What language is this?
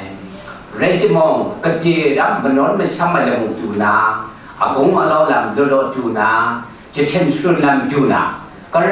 Kachin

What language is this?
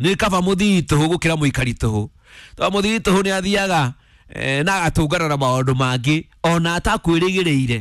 Kikuyu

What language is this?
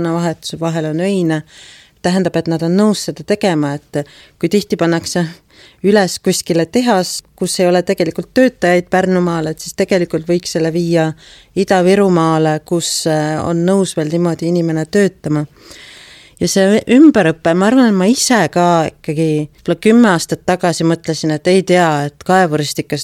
Estonian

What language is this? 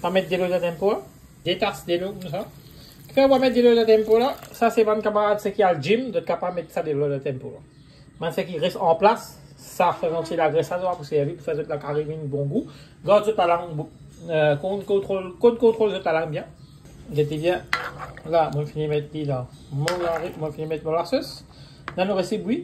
Morisyen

